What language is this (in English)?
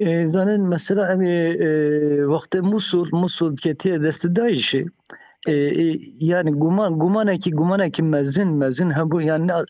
Kurdish